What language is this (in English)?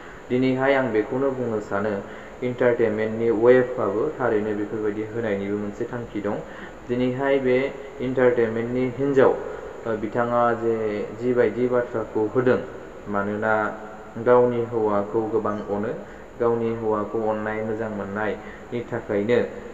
Bodo